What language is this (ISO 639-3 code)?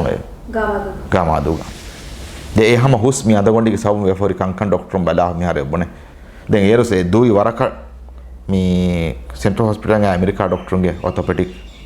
div